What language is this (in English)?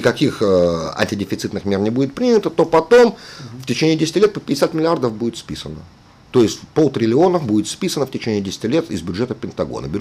Russian